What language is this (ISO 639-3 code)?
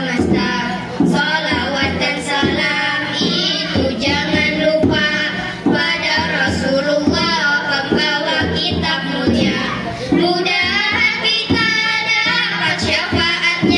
bjn